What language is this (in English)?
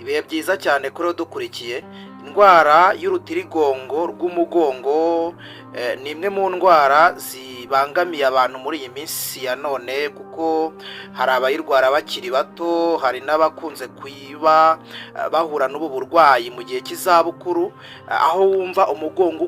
Kinyarwanda